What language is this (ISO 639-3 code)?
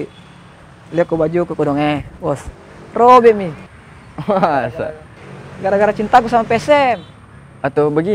mfp